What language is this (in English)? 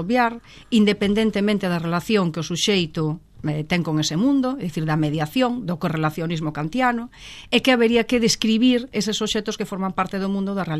Galician